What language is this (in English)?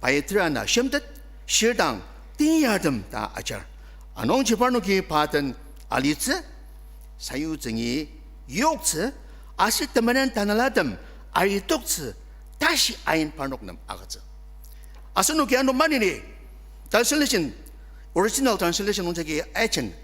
Ao Naga